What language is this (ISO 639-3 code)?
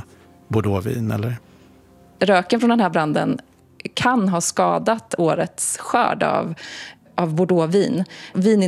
swe